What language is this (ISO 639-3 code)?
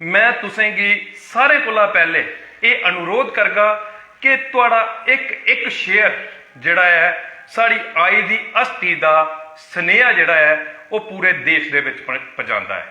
doi